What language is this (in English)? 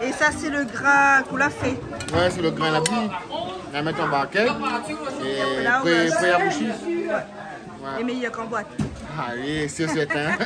Réunion Creole French